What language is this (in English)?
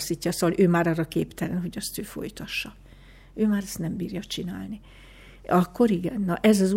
Hungarian